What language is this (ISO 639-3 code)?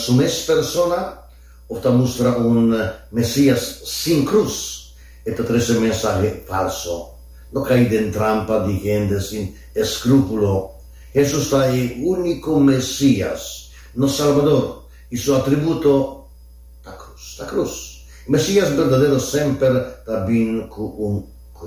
pap